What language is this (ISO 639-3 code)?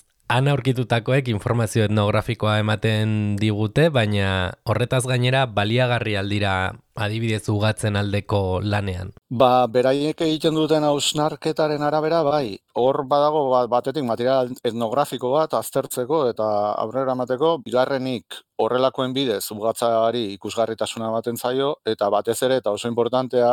eus